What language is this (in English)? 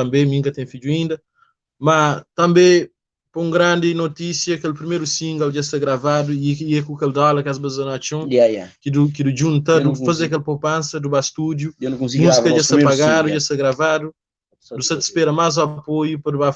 Kabuverdianu